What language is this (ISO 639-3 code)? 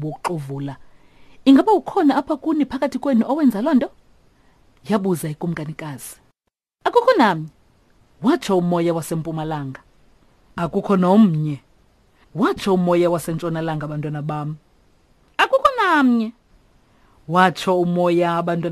xho